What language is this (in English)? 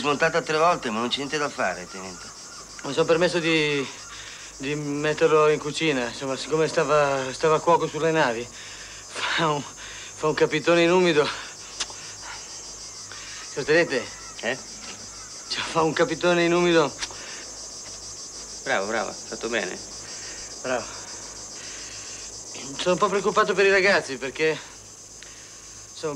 Italian